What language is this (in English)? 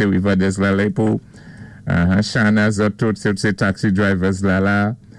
Saint Lucian Creole French